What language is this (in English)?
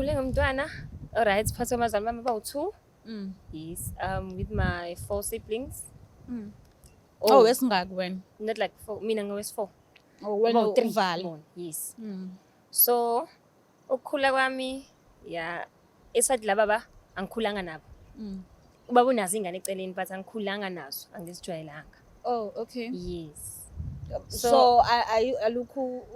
Zulu